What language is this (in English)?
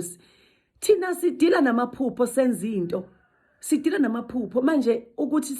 Zulu